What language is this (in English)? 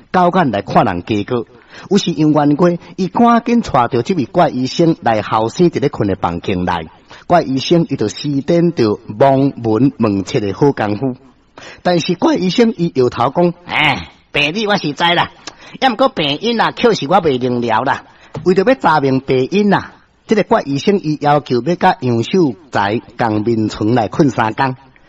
Min Nan Chinese